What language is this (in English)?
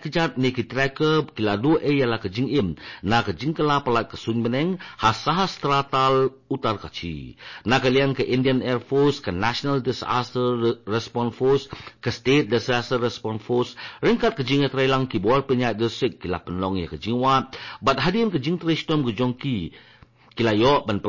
Khasi